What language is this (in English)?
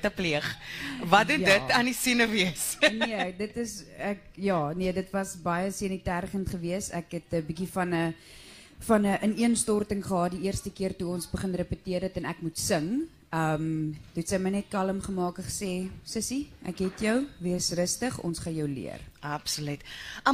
Afrikaans